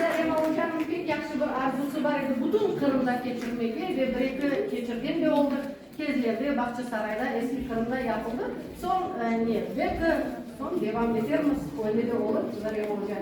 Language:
Crimean Tatar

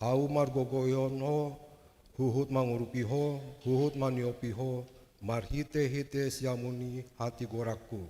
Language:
Batak Toba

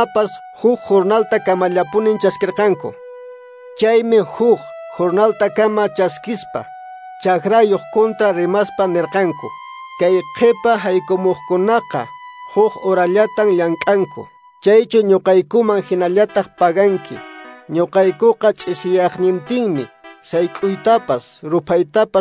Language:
Quechua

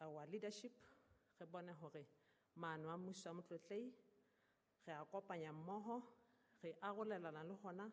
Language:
Southern Sotho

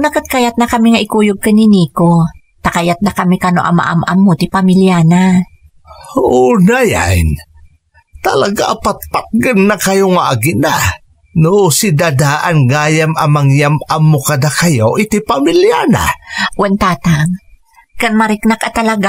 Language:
Iloko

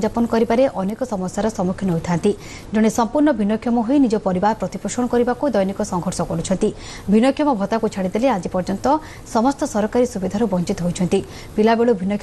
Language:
Odia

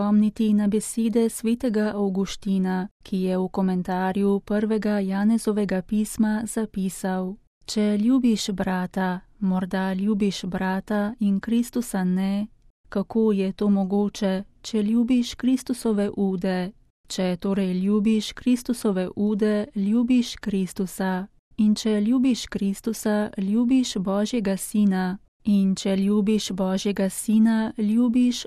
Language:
Slovenian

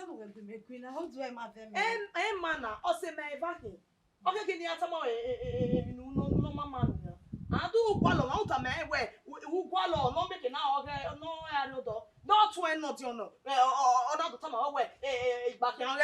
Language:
Bini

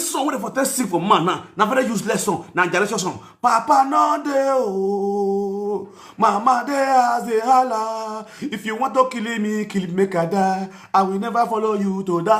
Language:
Nigerian Pidgin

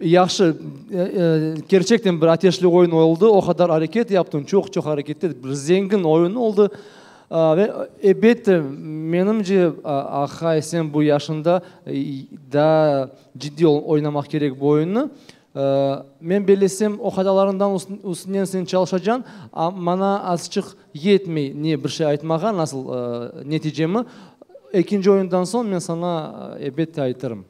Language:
Crimean Tatar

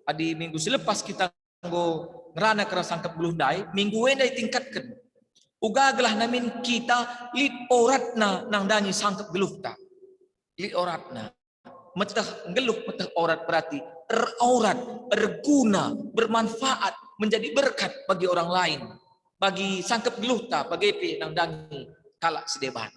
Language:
Batak Karo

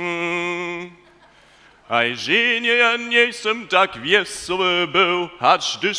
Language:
Upper Sorbian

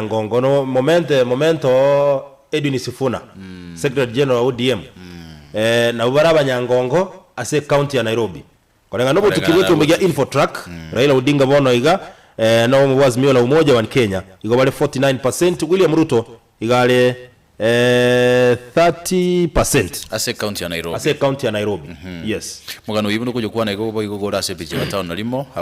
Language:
Gusii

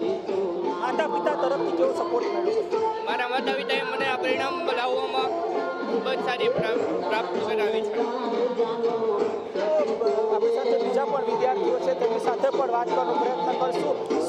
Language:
Gujarati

